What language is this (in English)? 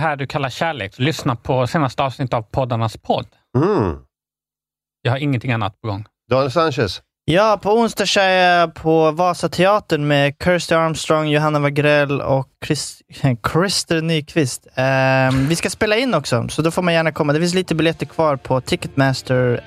Swedish